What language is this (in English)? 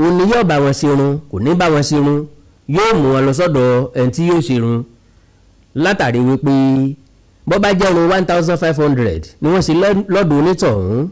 Yoruba